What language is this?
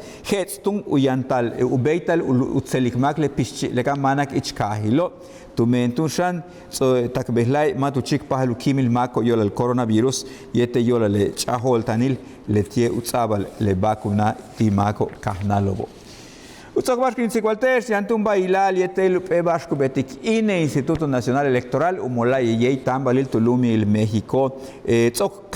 Yucateco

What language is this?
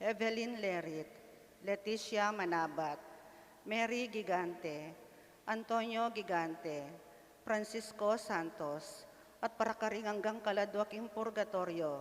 Pampanga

